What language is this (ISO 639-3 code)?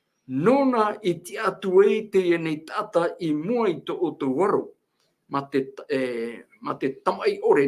tah